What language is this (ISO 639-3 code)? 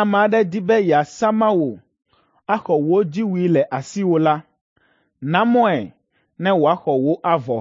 ewe